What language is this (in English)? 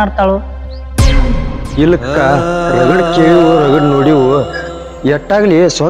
Kannada